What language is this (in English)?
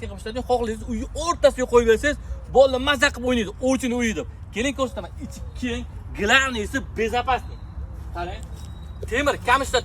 Uzbek